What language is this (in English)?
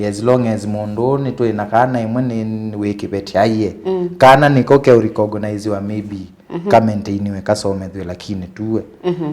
Kamba